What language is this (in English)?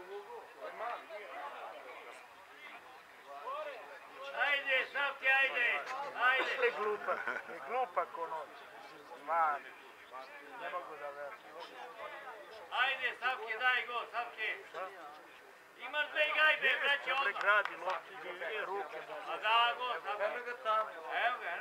Serbian